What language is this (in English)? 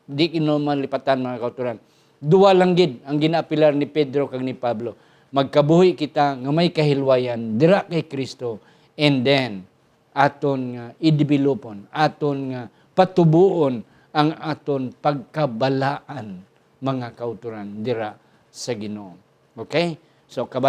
Hiligaynon